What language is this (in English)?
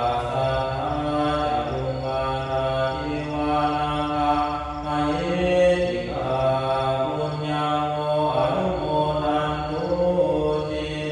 Pali